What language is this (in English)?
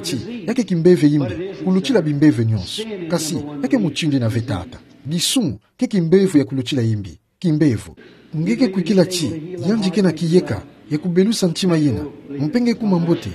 Kituba (Democratic Republic of Congo)